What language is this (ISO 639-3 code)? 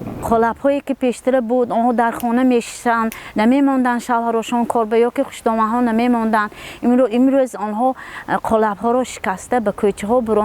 tgk